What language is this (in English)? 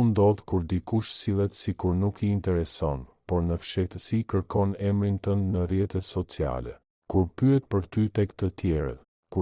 Albanian